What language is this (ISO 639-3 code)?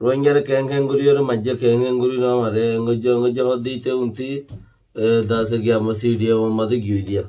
rhg